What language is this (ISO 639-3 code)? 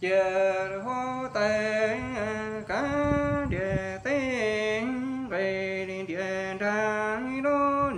hmn